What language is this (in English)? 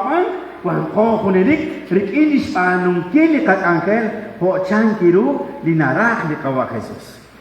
Kekchí